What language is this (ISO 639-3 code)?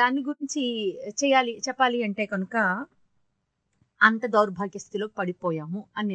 tel